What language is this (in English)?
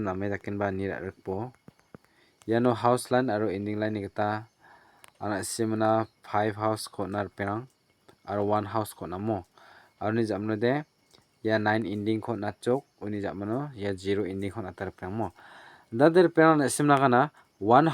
Garo